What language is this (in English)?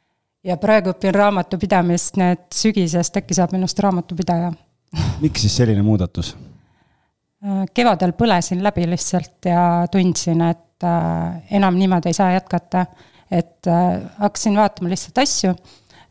Estonian